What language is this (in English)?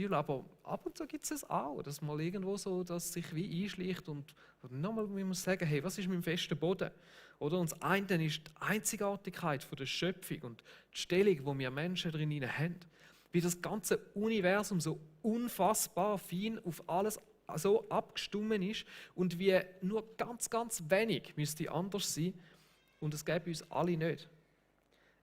Swiss German